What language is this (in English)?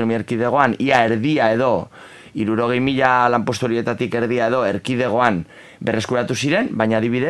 Basque